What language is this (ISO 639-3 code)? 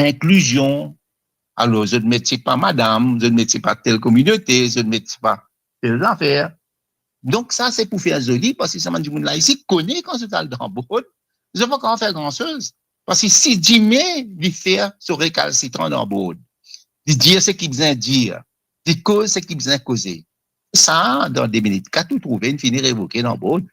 mfe